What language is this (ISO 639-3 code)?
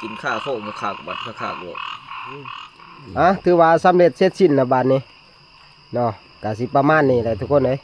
tts